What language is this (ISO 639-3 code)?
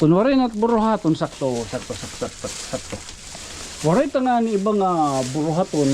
war